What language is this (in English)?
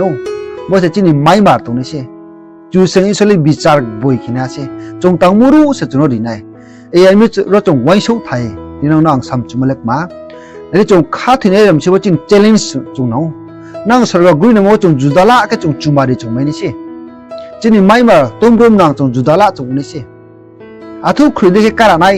Riang (India)